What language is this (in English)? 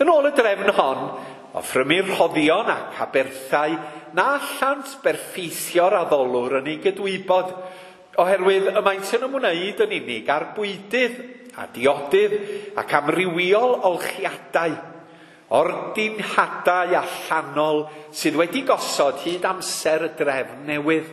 Welsh